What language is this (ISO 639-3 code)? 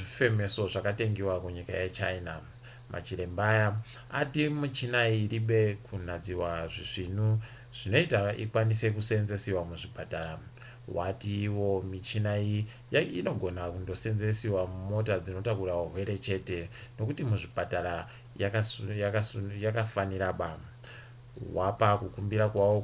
ndc